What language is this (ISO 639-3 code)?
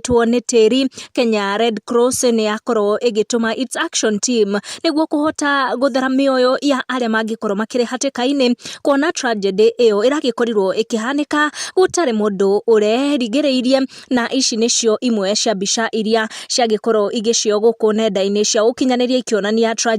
kik